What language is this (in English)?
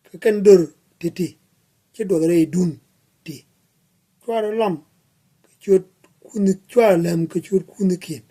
Nuer